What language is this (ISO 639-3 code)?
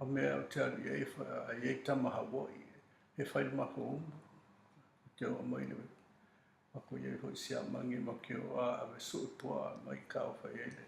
smo